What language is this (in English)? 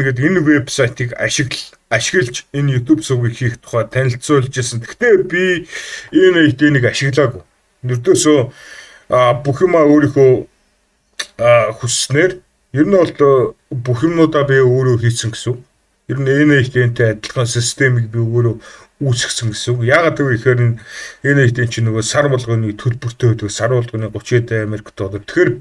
Mongolian